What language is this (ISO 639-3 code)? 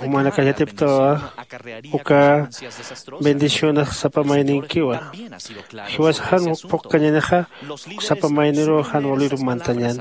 aym